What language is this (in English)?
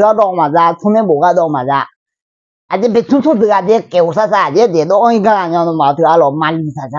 Akha